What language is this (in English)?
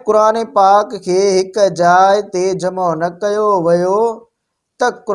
Sindhi